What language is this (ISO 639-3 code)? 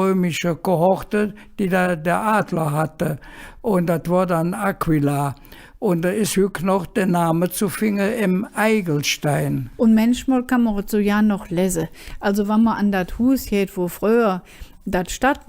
ksh